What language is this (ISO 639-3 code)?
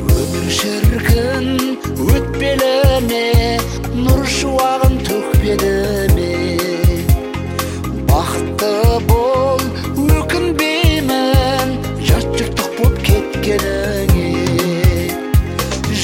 kaz